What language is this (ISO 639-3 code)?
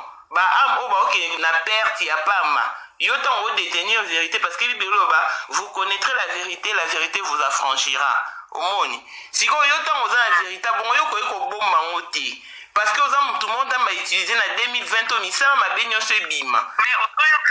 lin